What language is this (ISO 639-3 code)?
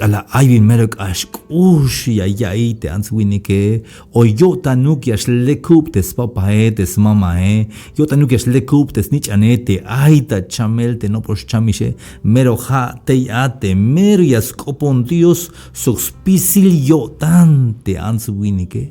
tzh